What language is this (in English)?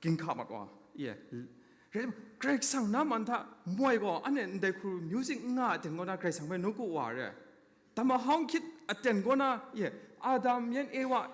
Kachin